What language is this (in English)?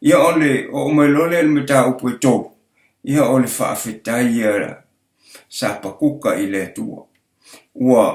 Samoan